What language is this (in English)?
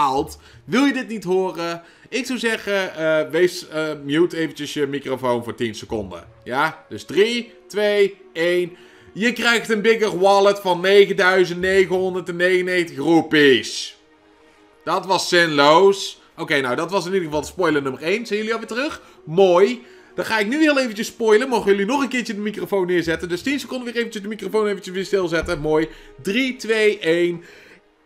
Dutch